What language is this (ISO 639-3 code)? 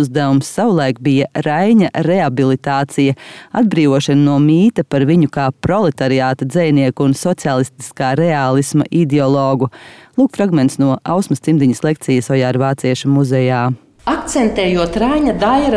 lav